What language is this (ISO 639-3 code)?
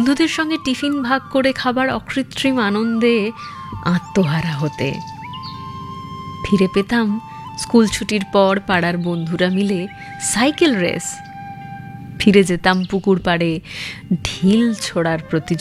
ben